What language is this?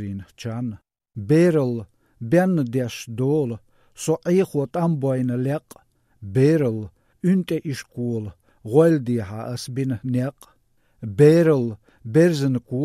Chechen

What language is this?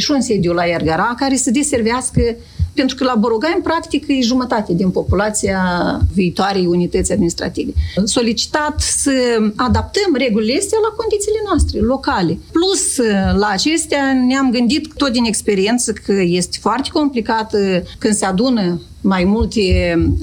Romanian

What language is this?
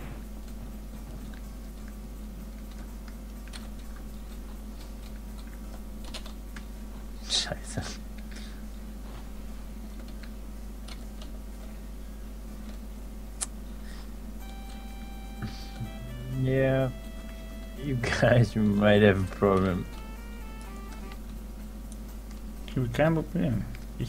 German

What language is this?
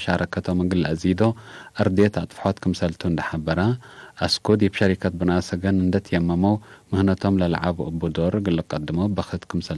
Tigre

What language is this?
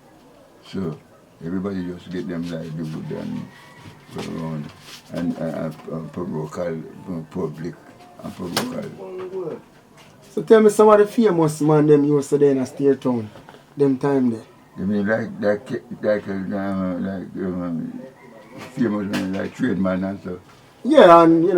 Jamaican Creole English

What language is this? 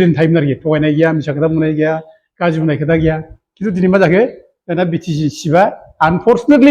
Bodo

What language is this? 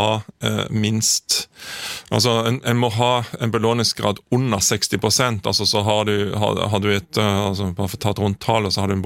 Norwegian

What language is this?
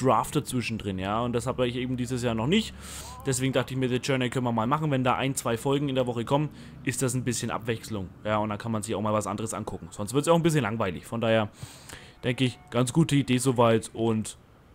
German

